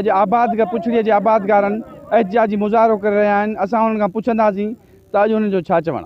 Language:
Sindhi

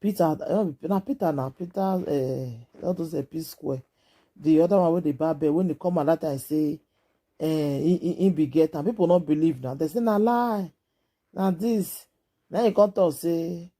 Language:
Nigerian Pidgin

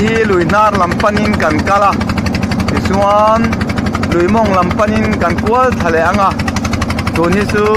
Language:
Mizo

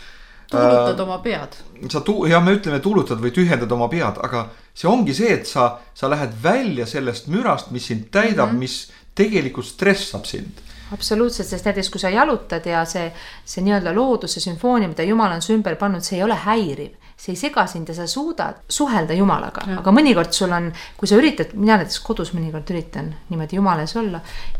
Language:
Estonian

